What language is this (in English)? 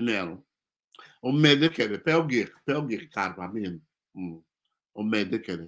Acoli